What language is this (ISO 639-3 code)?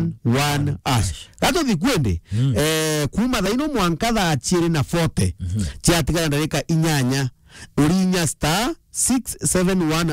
mer